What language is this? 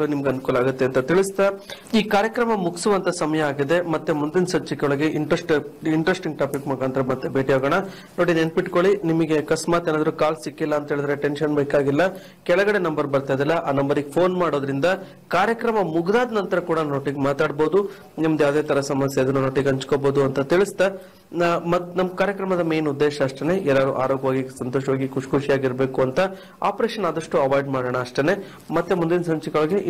Kannada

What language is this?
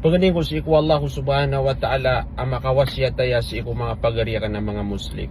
Maranao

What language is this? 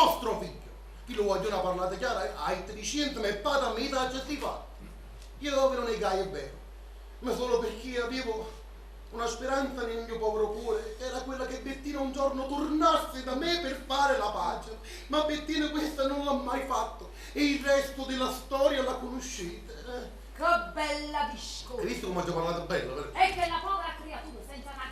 Neapolitan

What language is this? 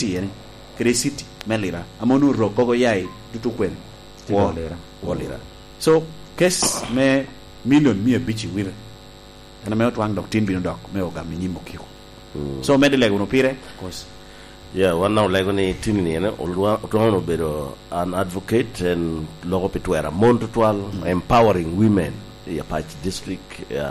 Lango (Uganda)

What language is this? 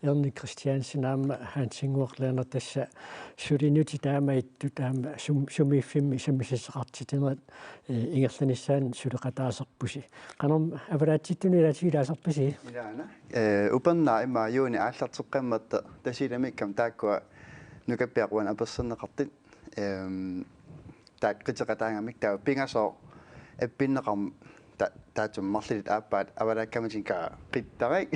Kalaallisut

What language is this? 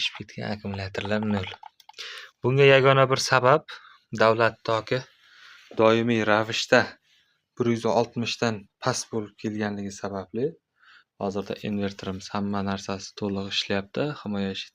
Uzbek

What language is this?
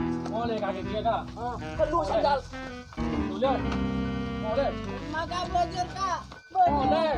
Madurese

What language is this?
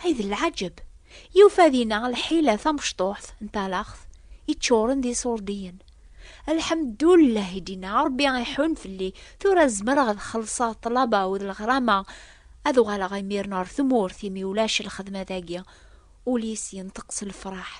Kabyle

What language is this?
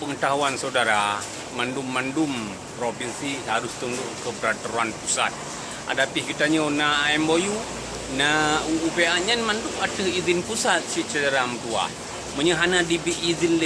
Achinese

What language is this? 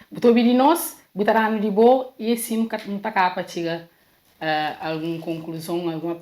Kabuverdianu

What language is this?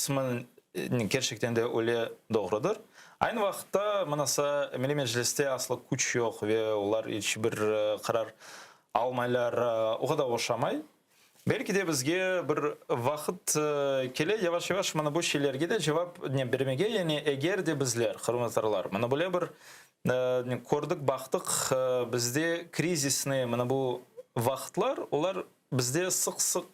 Crimean Tatar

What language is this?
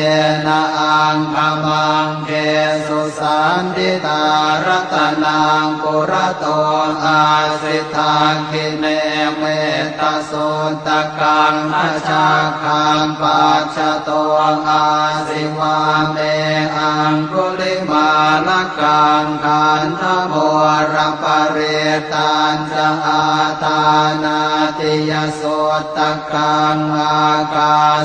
Pali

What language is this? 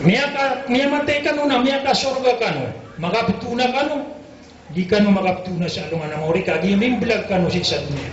Maranao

